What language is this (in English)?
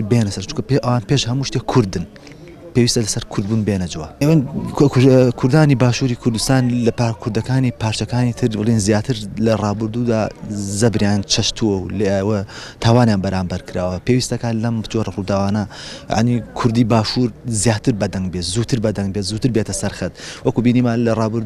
Central Kurdish